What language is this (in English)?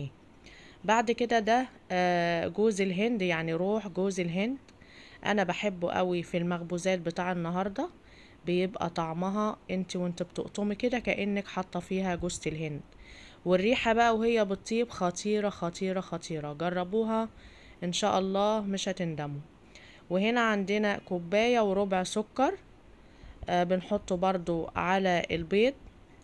Egyptian Arabic